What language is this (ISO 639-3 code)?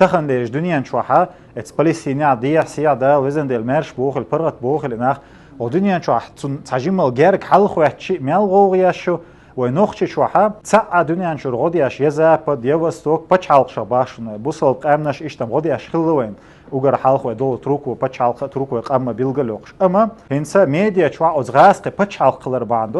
che